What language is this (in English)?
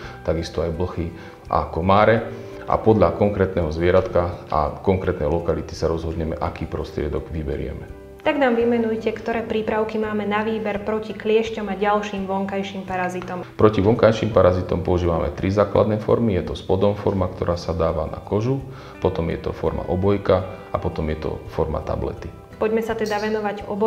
Slovak